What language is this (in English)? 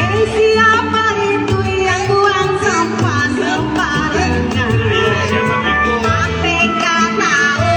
Betawi